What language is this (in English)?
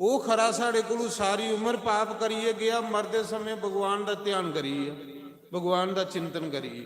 Dogri